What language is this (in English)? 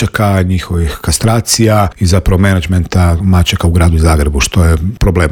Croatian